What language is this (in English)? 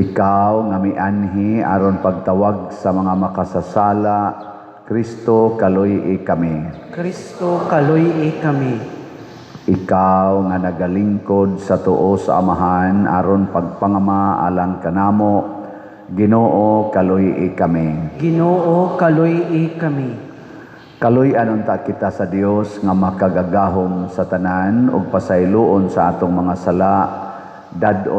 Cebuano